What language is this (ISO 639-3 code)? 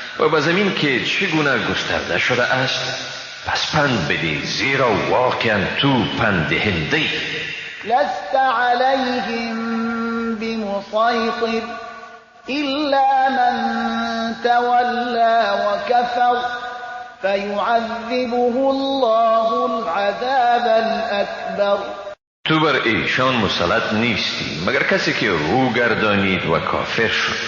fas